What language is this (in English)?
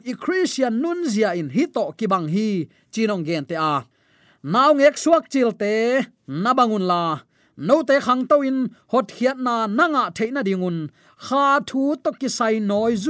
Tedim Chin